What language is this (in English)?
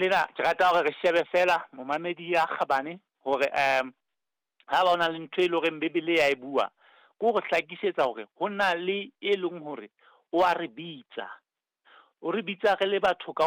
Southern Sotho